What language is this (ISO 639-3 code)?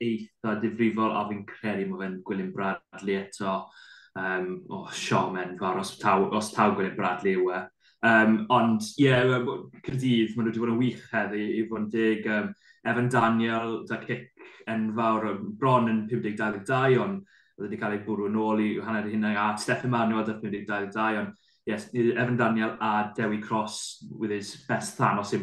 cym